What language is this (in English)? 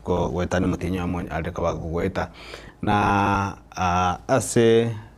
Gusii